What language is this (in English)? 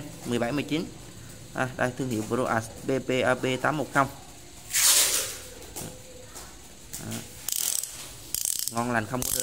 Vietnamese